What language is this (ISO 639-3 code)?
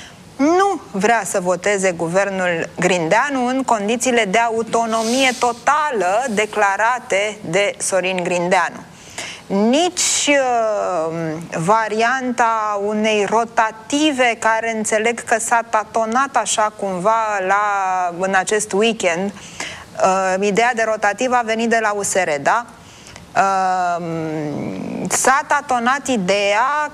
ron